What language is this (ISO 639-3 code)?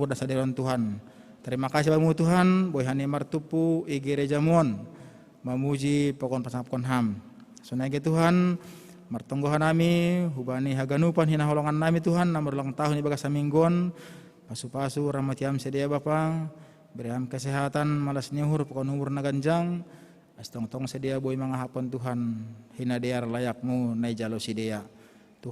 bts